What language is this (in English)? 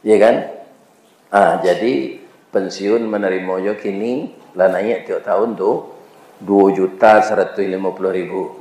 Minangkabau